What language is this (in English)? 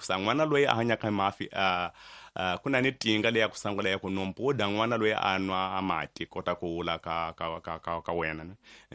Tsonga